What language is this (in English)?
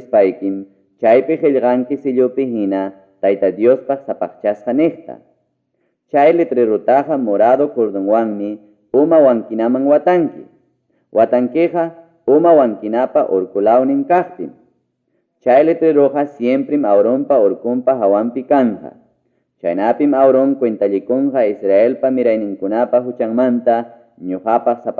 Ayacucho Quechua